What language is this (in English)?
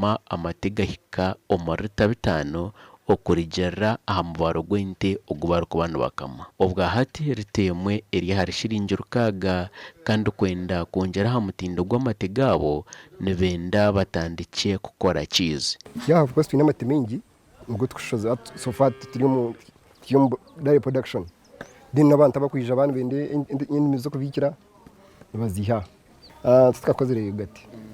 Nyankole